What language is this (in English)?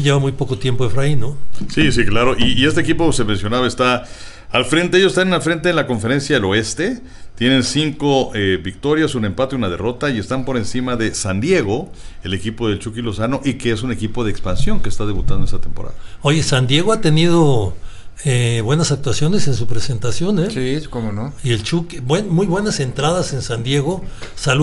Spanish